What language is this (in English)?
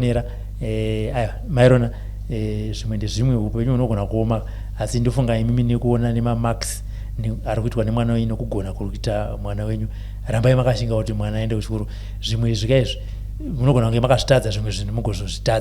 Shona